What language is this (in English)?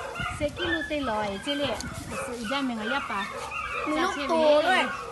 Lahu